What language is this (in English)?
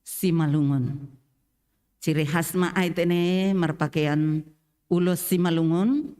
Batak Simalungun